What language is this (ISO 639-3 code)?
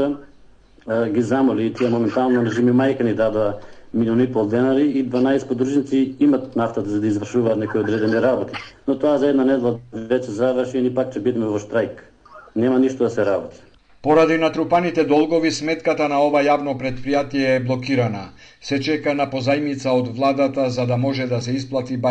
mkd